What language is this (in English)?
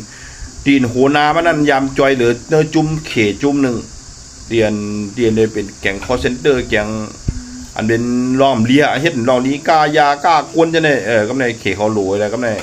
Shan